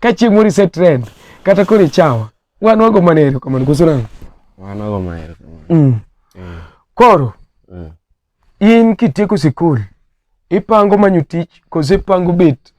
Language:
Luo (Kenya and Tanzania)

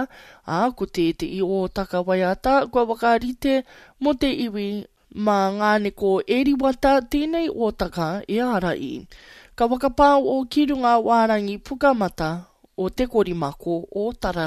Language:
Māori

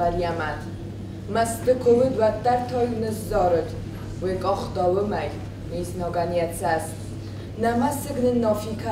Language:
Ossetic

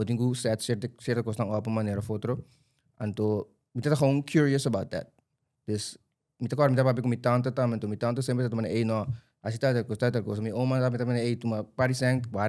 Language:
Papiamento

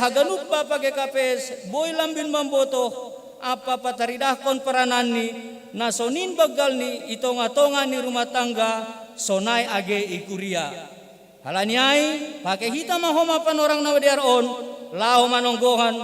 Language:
Batak Simalungun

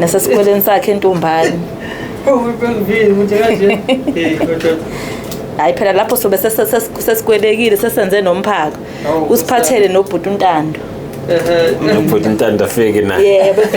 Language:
Zulu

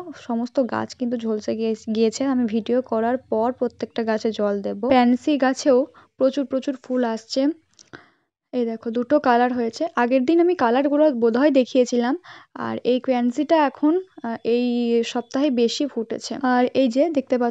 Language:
Bangla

